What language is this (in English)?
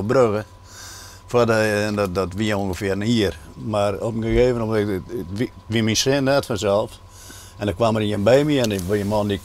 Western Frisian